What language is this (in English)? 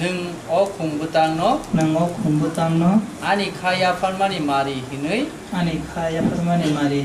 Kok Borok